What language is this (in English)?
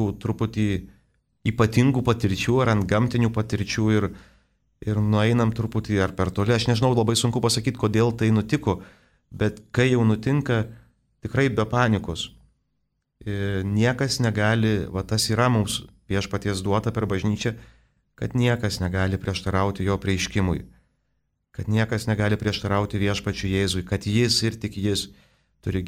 Lithuanian